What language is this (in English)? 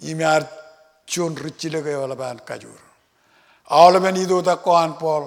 Marshallese